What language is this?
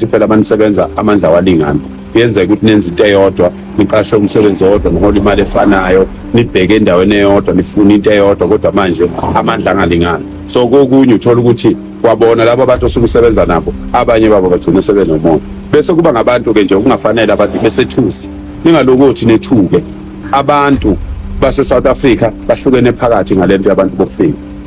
Zulu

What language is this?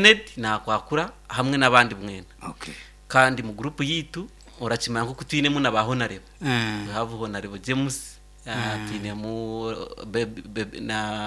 Nyankole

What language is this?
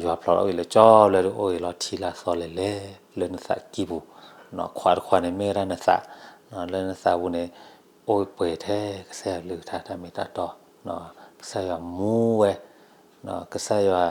S'gaw Karen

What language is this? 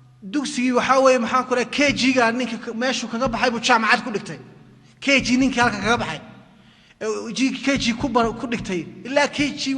Somali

